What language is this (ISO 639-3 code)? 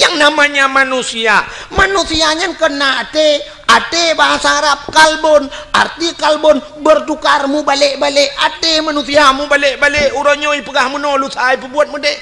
ace